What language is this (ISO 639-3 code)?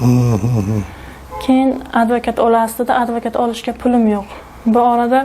uzb